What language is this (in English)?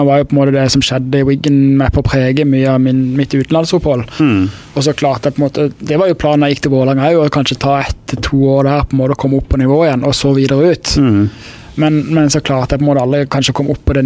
Norwegian